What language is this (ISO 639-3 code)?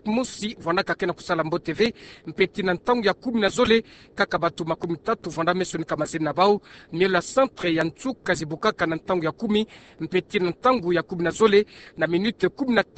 ktu